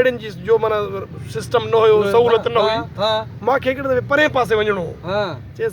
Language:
Sindhi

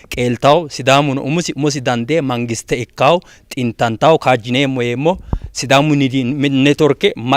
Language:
Sidamo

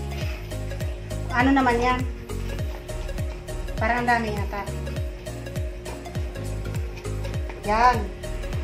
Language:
Filipino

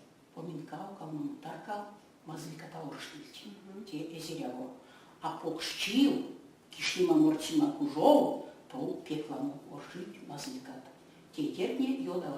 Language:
Erzya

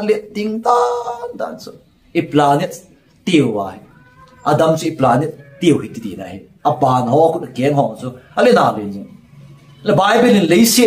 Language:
Thado Chin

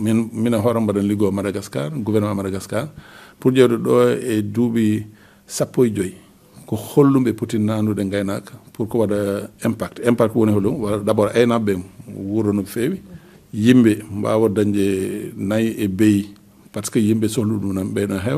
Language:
Fula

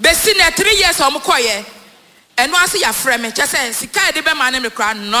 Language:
Akan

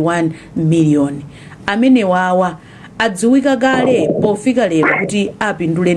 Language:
Nyanja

